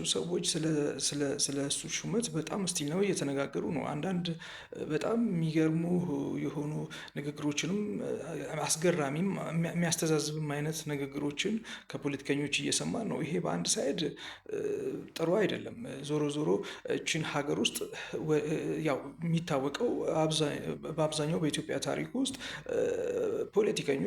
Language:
Amharic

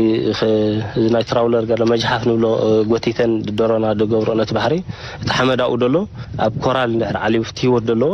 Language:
Tigrinya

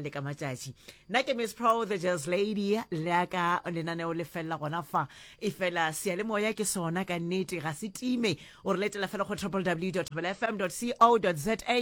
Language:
Northern Sotho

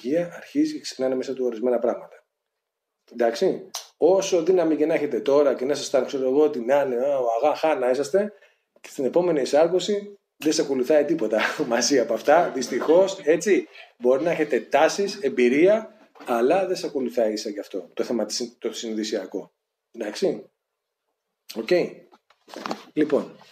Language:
Greek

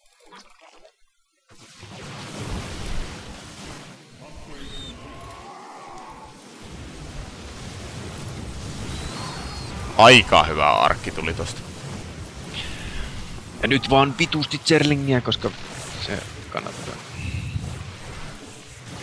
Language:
Finnish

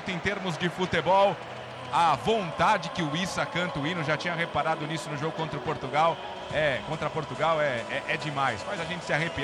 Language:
Portuguese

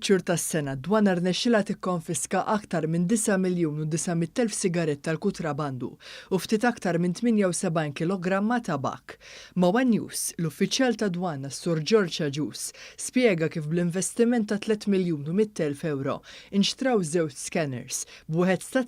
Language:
Maltese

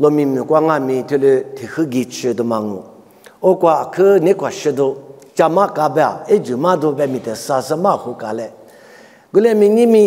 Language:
Lisu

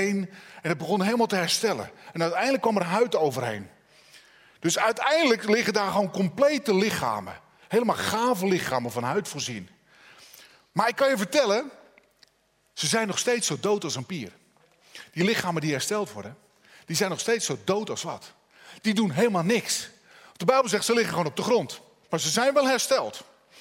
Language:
Dutch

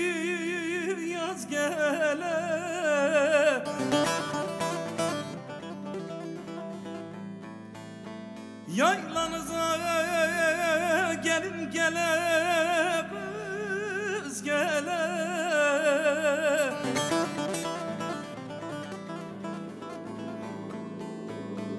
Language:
Turkish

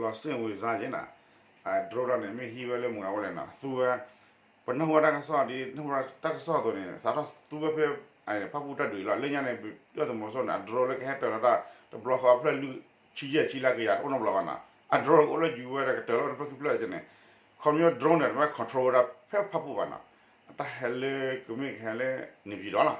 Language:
S'gaw Karen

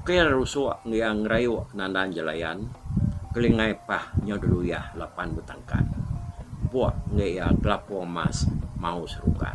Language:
Iban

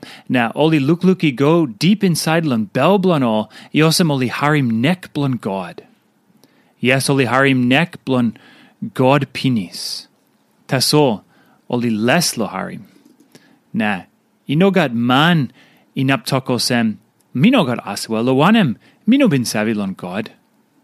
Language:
Tok Pisin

